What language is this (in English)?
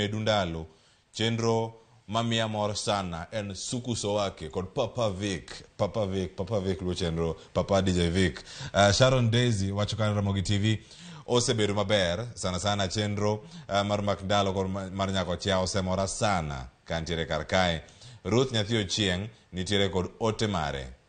Luo (Kenya and Tanzania)